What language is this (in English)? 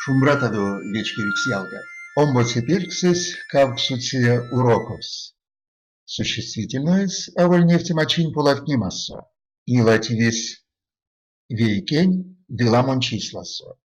Erzya